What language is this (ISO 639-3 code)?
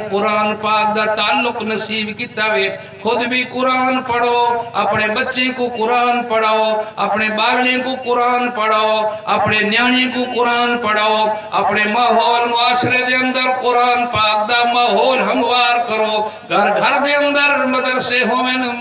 skr